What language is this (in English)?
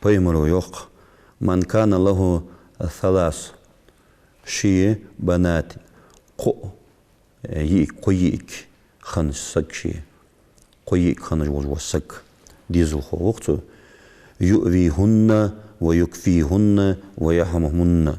Ingush